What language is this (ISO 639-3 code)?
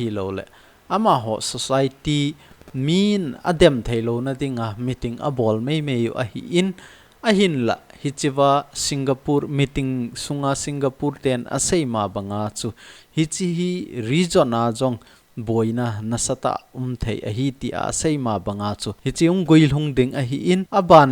tcz